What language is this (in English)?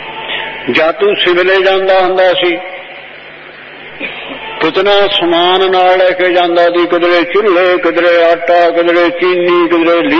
Punjabi